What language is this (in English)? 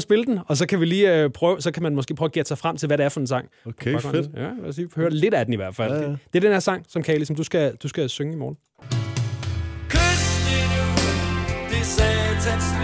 Danish